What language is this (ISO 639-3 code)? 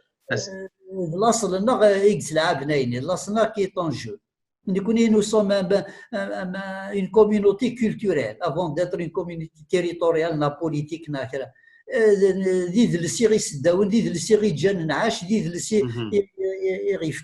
kab